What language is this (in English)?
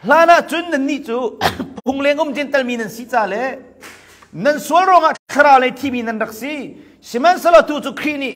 Hakha Chin